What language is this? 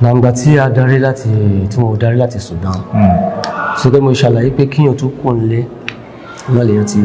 Yoruba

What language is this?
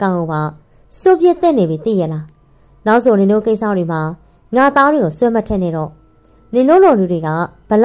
Burmese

